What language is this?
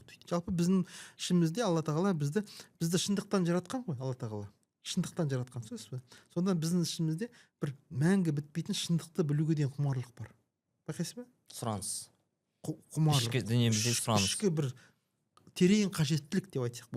Kazakh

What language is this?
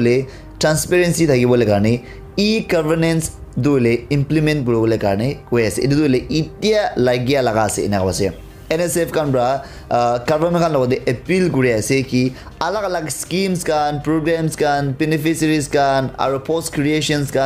Naga Pidgin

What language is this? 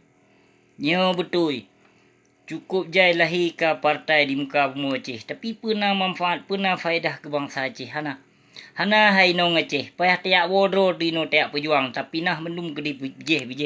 Achinese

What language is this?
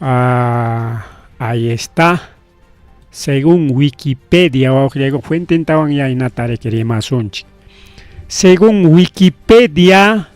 Ayacucho Quechua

